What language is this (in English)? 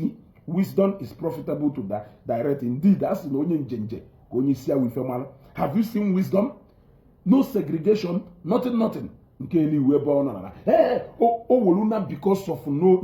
Igbo